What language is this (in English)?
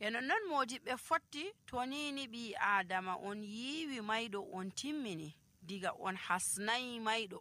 Nigerian Fulfulde